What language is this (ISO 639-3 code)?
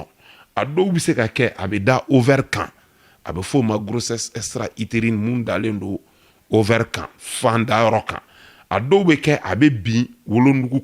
bam